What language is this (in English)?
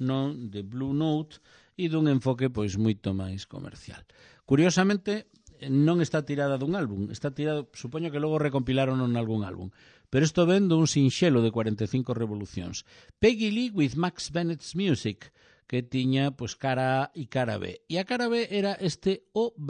Galician